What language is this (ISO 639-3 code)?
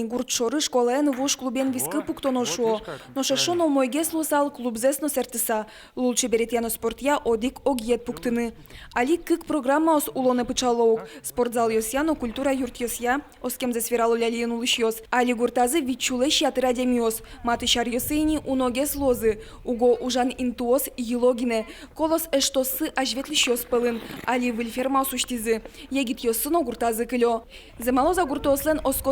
udm